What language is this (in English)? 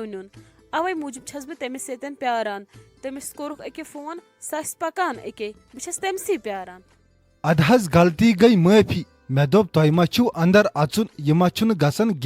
Kashmiri